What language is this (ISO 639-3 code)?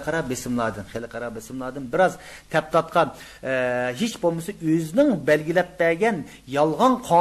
uig